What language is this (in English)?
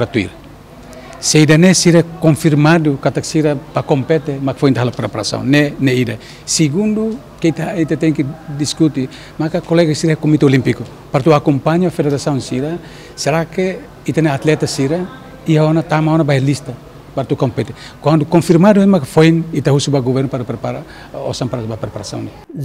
Tetum